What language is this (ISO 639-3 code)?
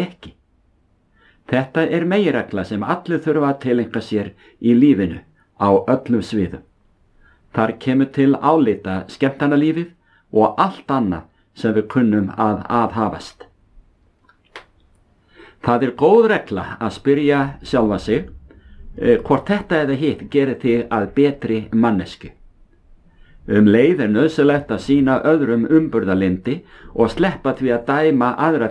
isl